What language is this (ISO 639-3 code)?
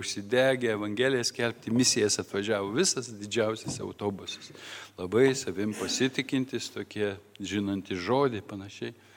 lit